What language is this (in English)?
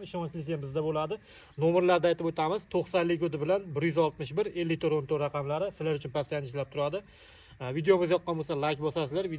Uzbek